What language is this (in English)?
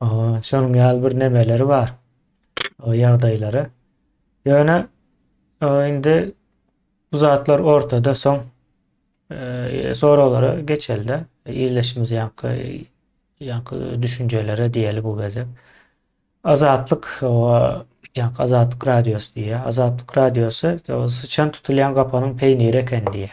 Turkmen